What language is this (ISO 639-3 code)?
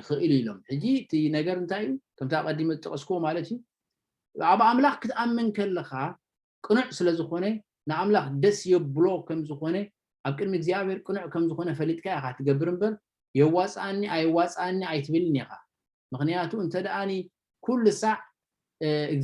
tir